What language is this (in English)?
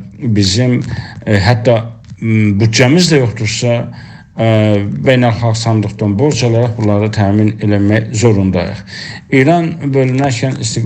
South Azerbaijani